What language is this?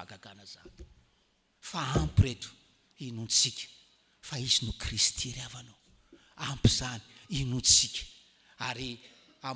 Malagasy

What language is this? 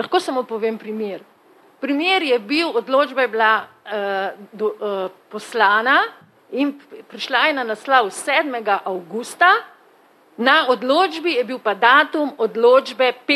Slovenian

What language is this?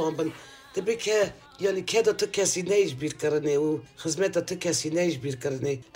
Kurdish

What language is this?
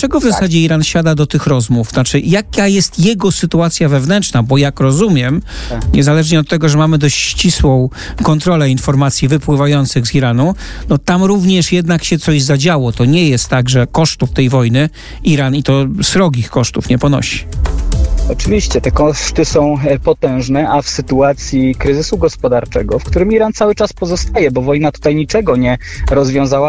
Polish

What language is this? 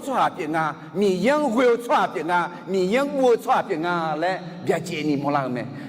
Akha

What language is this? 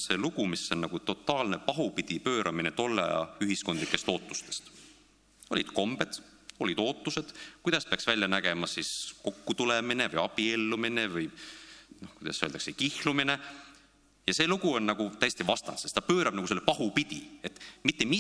Estonian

